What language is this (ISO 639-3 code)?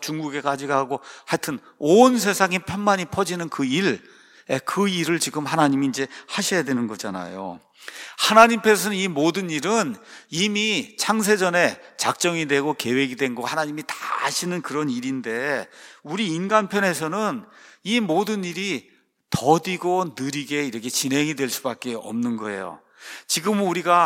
kor